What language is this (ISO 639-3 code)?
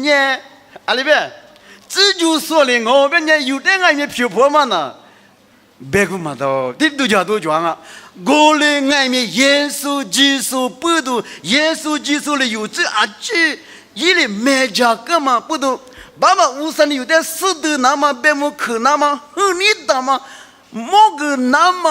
lis